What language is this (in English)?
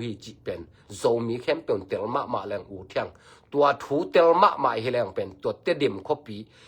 Tedim Chin